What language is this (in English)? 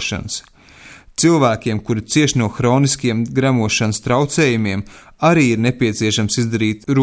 Latvian